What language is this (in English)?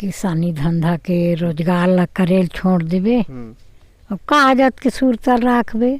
Chhattisgarhi